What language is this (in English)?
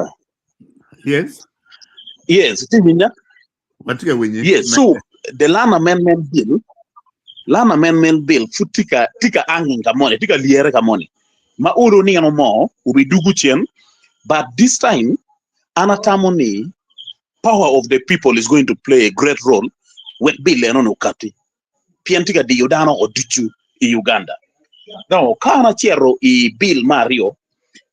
Acoli